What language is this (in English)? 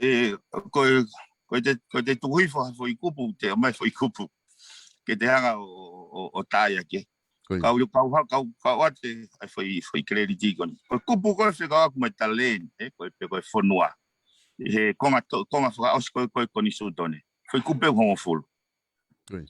Tongan